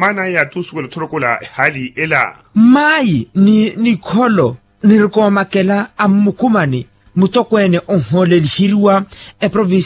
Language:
Makhuwa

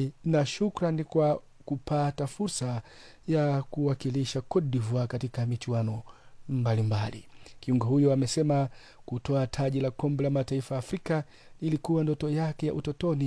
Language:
Swahili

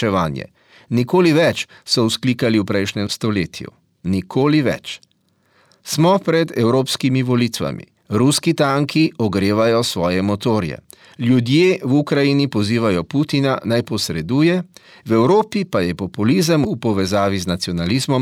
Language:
Slovenian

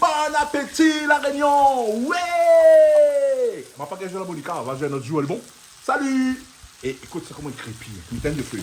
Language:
Réunion Creole French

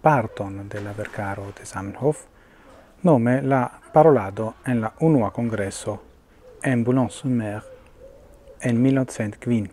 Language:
Esperanto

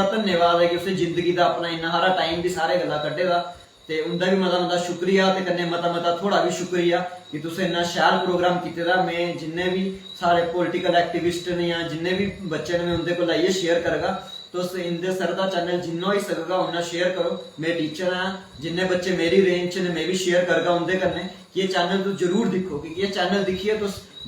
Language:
Dogri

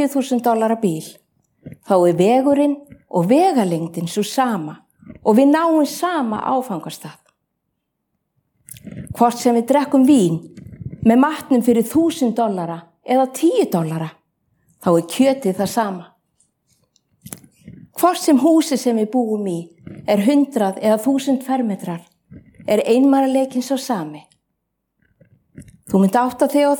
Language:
Icelandic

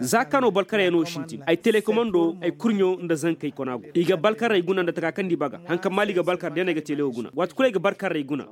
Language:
Koyraboro Senni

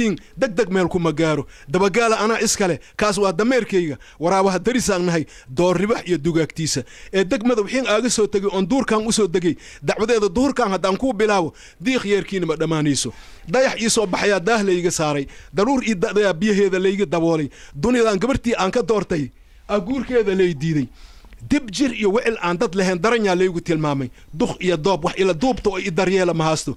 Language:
Somali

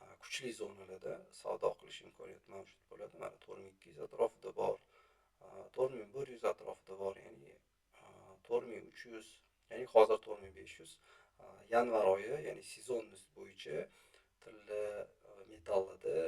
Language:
Uzbek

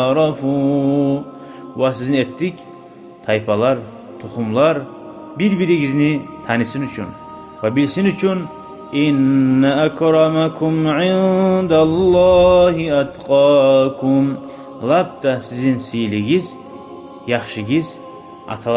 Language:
Kumyk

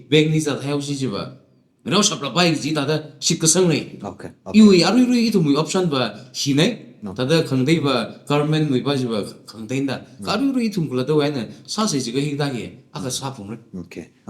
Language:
Tangkhul Naga (India)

